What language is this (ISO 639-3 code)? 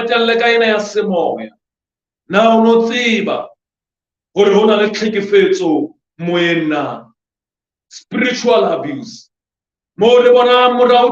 sot